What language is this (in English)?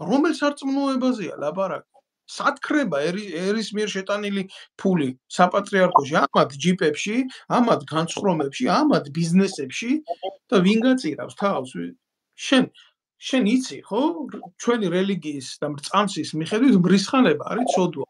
Georgian